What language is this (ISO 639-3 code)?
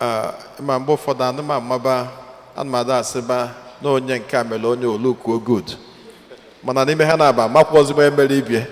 ibo